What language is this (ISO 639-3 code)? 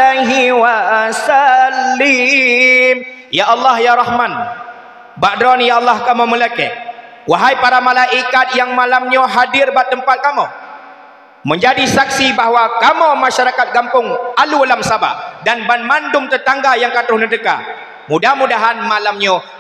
ace